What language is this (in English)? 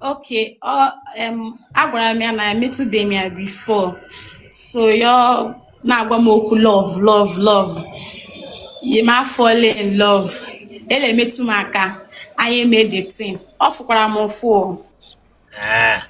Igbo